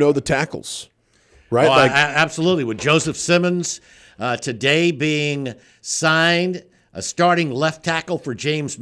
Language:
English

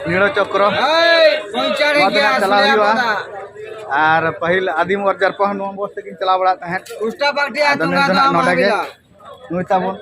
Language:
Santali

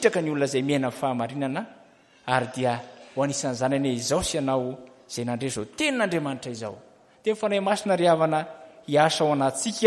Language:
Malagasy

